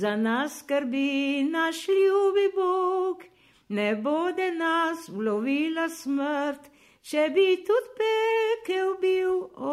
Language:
Serbian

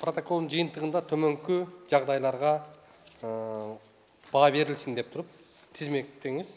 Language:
Kyrgyz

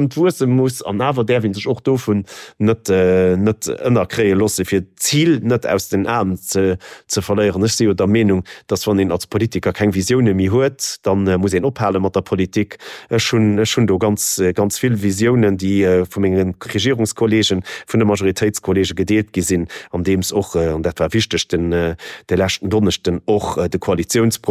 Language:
Luxembourgish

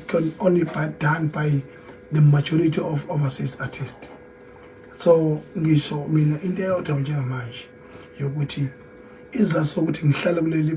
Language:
Zulu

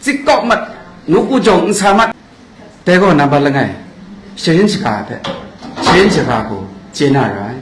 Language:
Kachin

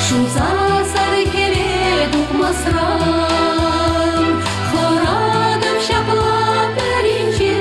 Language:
Chuvash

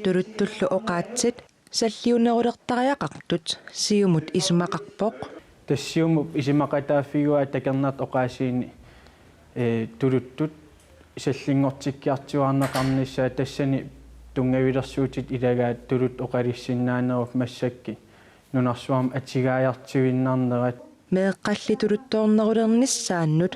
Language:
Kalaallisut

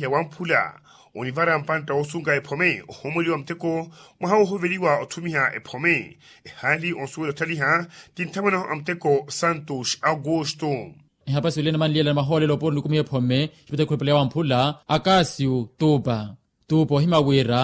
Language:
Makhuwa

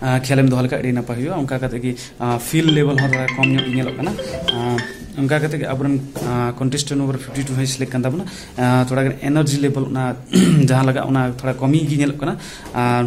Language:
Santali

